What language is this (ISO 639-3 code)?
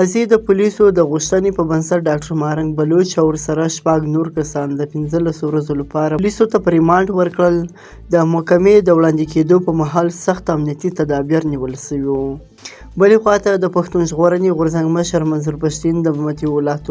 pus